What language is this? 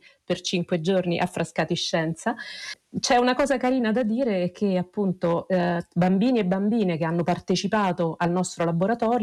Italian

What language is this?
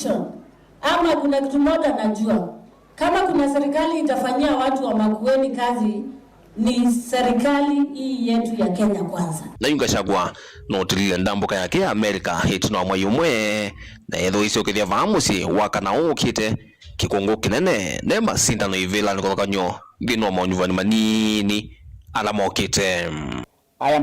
Kamba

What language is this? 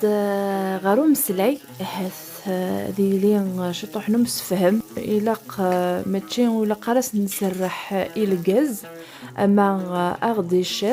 Kabyle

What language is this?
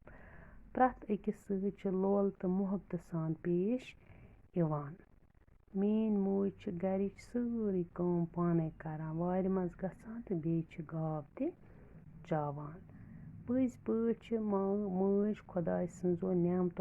Kashmiri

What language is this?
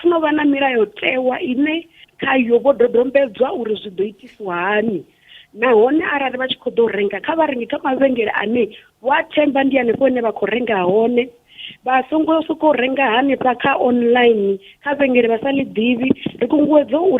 Venda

